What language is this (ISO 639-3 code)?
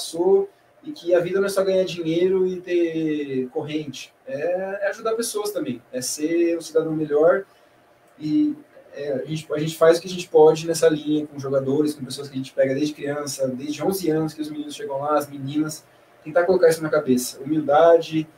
por